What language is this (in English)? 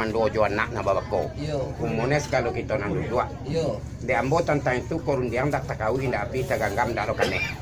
Minangkabau